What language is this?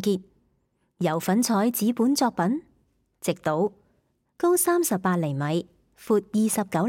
Cantonese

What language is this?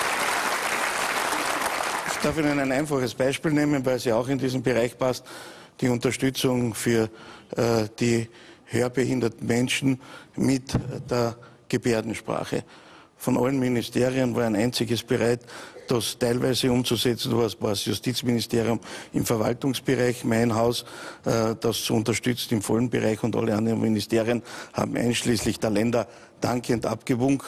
German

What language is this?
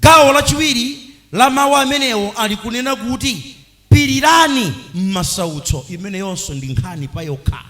Nyanja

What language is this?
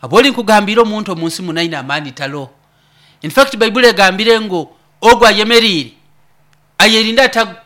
Nyoro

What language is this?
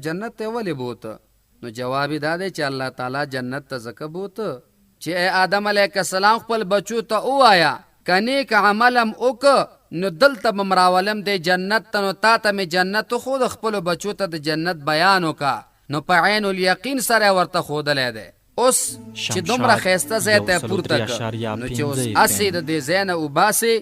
Pashto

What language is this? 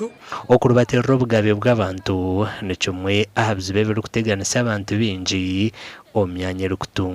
Nyankole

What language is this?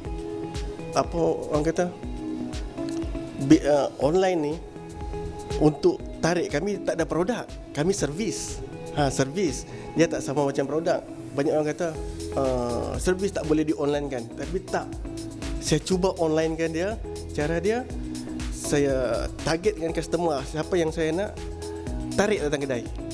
Malay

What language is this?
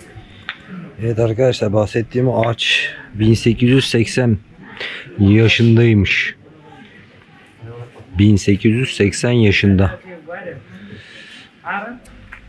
Turkish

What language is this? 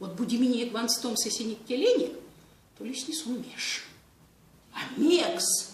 Erzya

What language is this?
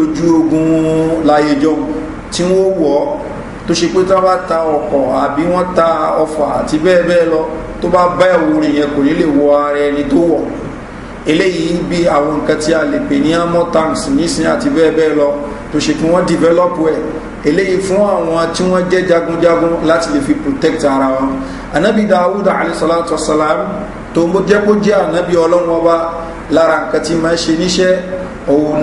Yoruba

